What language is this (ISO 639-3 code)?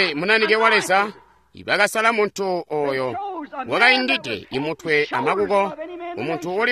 toi